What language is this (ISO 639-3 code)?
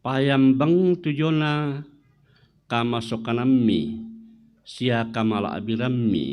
sda